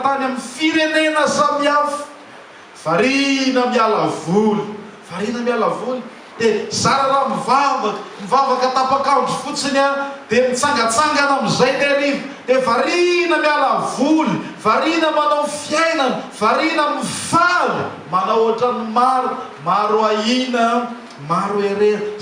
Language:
Malagasy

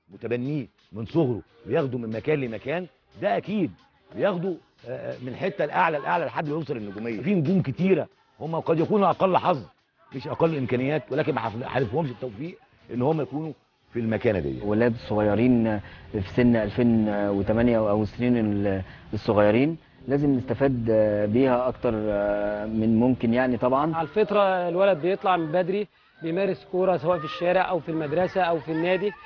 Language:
Egyptian Arabic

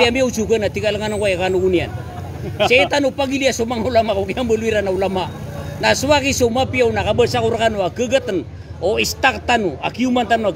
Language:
Maranao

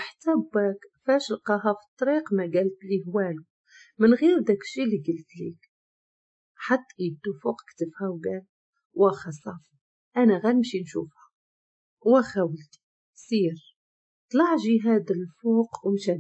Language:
Moroccan Arabic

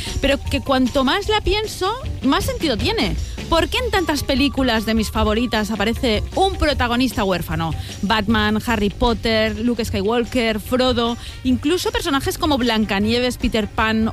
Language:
Spanish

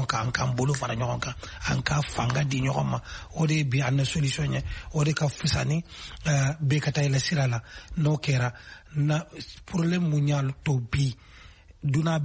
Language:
Bambara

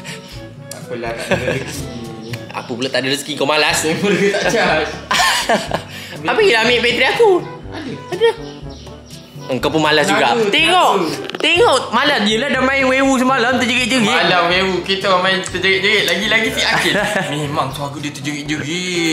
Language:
Malay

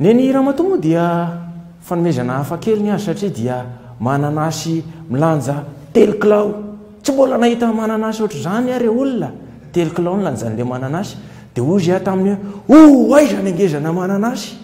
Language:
Malagasy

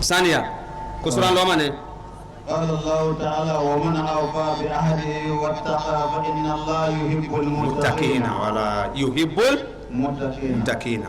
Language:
Bambara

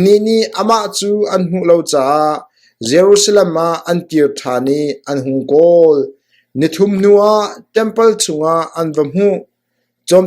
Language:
Hakha Chin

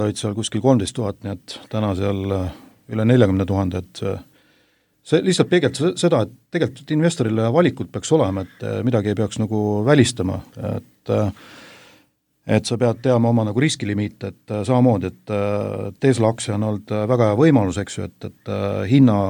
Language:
Estonian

